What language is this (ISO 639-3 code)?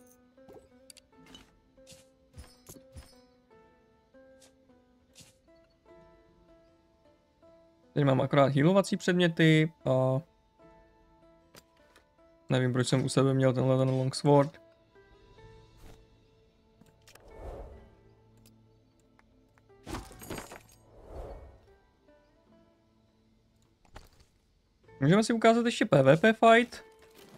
ces